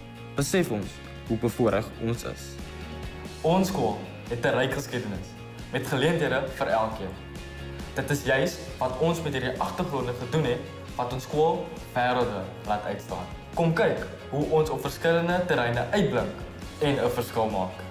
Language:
Afrikaans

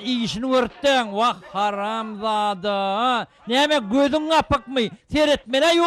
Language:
Turkmen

